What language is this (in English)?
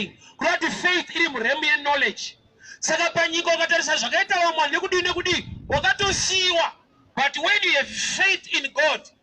Shona